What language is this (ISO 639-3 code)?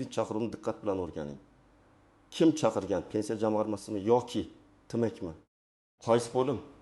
uzb